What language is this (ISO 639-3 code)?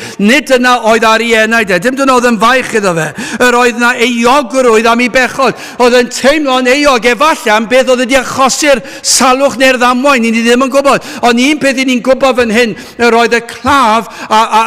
cym